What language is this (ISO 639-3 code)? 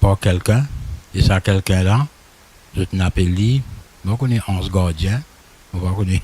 mfe